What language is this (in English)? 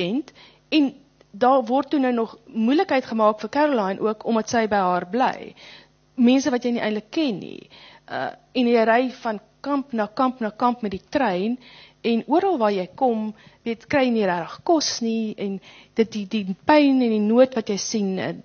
Afrikaans